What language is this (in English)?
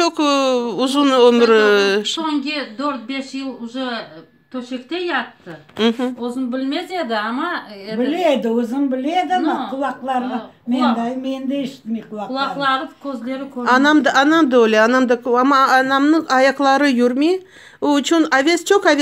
Crimean Tatar